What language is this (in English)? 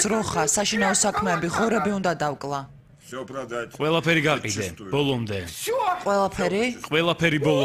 Georgian